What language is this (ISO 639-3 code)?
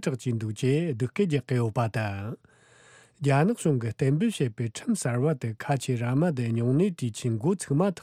bod